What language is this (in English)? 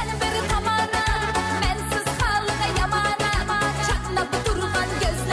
Kara-Kalpak